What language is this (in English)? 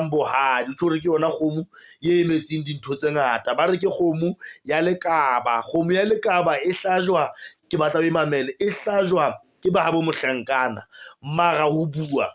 Southern Sotho